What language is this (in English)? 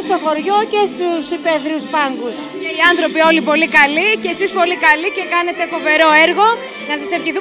Greek